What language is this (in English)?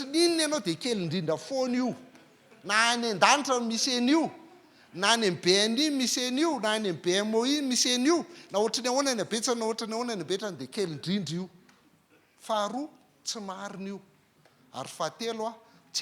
Malagasy